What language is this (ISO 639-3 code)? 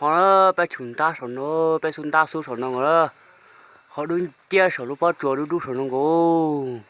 hmn